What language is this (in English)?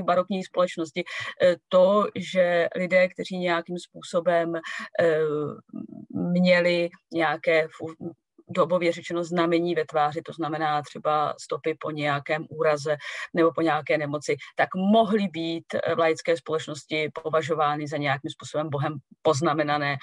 Czech